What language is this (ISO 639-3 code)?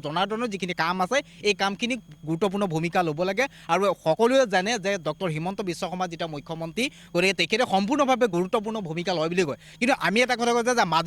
asm